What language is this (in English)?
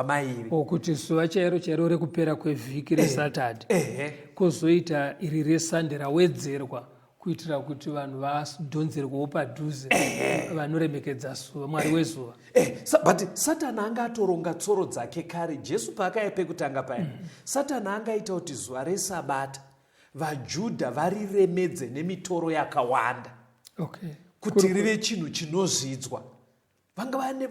Shona